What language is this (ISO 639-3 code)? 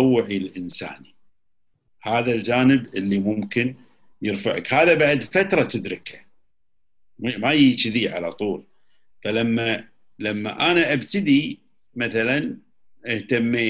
afb